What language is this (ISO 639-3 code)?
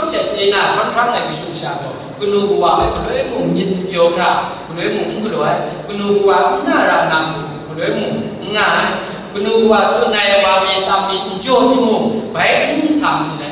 kac